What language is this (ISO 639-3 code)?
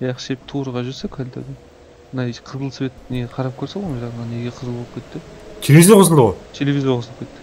kaa